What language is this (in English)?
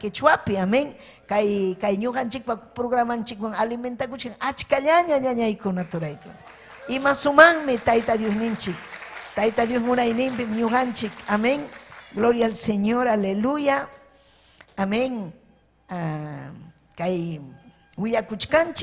Ayacucho Quechua